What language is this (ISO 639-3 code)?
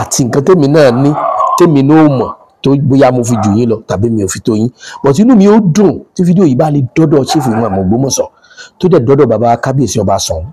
yor